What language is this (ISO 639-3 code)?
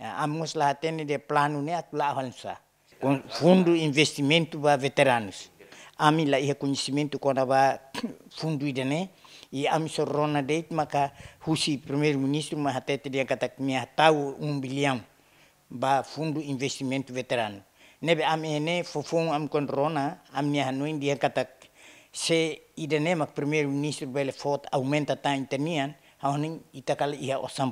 tet